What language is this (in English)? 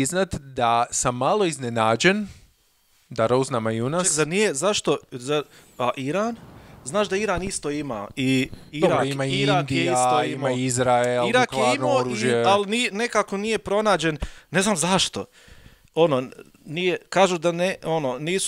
Croatian